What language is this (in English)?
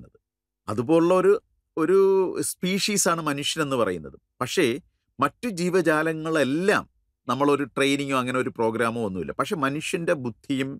Malayalam